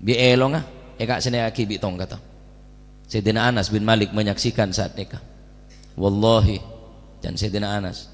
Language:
Madurese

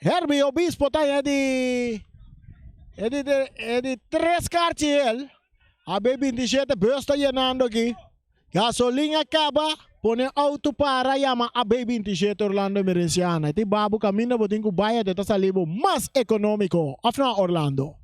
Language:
Papiamento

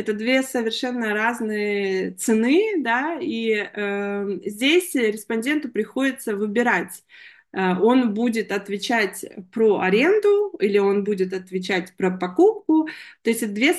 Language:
Russian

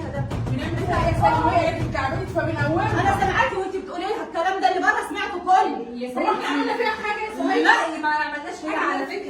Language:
Egyptian Arabic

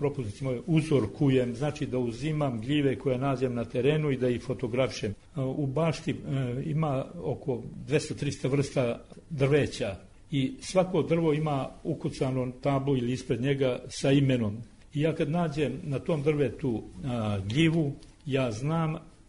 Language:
Serbian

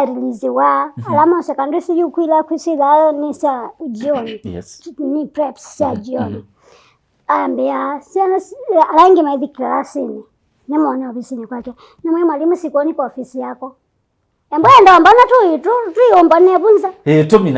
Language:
Kamba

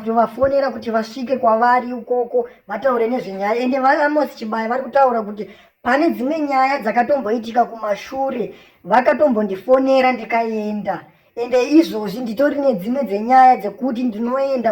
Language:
Shona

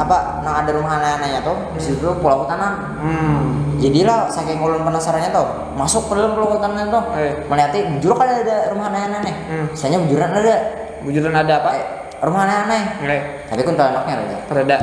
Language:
Banjar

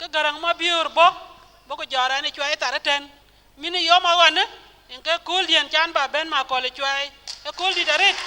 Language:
Dinka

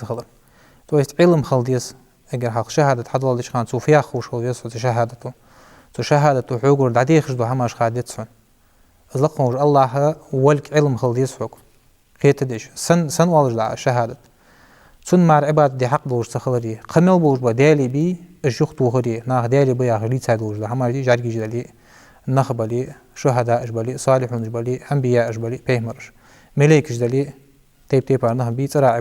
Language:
Ingush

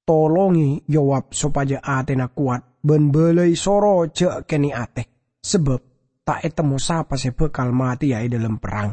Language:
Madurese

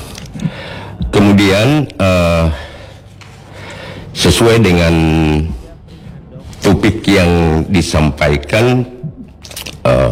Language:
Indonesian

